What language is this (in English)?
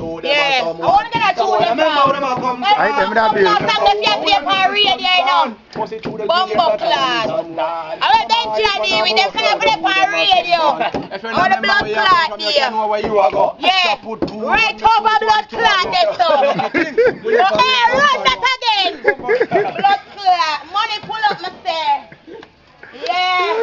Jamaican Creole English